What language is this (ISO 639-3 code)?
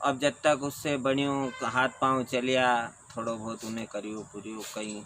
raj